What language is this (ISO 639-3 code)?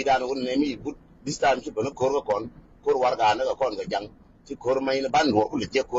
nus